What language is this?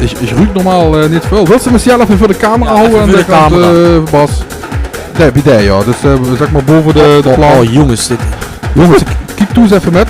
Limburgish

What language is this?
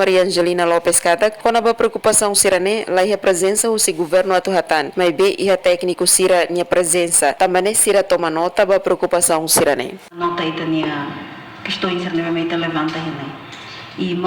Tetum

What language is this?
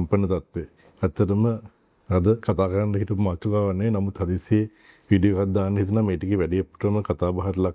Sinhala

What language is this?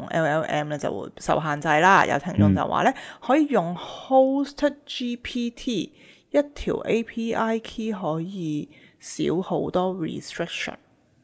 Cantonese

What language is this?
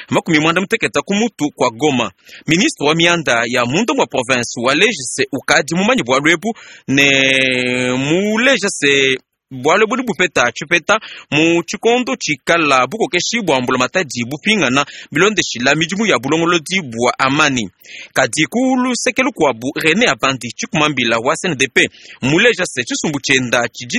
Luba-Lulua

